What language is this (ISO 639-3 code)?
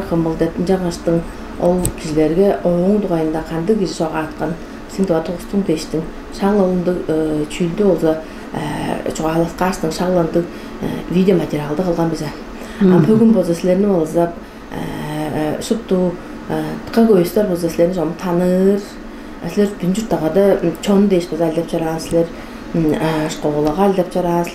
tyv